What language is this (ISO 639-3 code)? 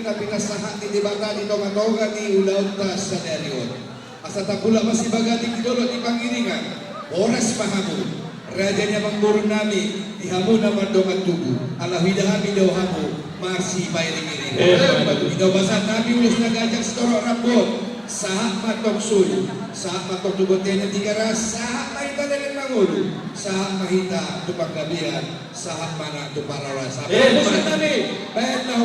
bbc